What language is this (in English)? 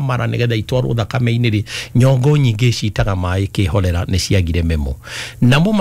Kikuyu